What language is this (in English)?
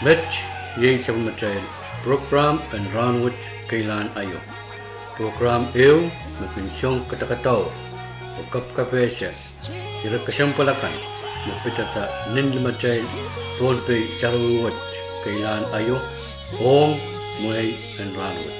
Pohnpeian